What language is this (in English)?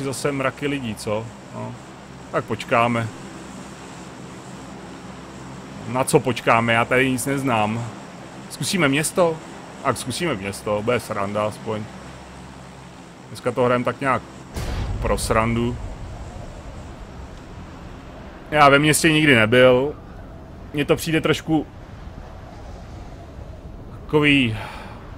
Czech